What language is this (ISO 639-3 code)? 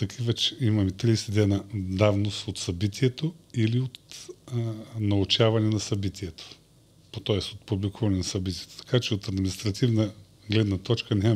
bul